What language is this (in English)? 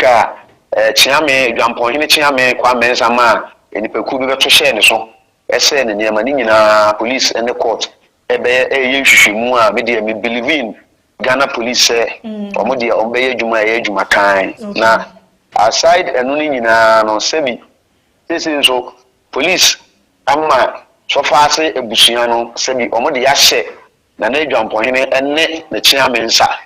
Akan